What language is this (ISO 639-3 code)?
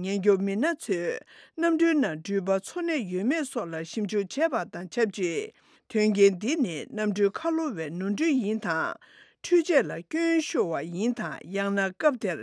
bod